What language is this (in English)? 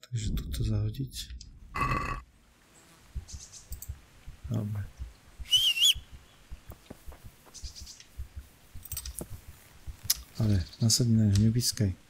Slovak